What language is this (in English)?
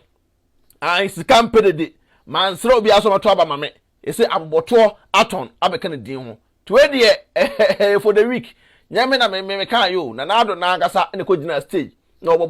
Akan